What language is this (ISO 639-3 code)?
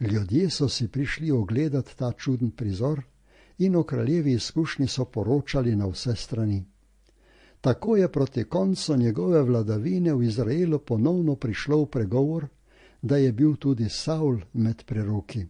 slv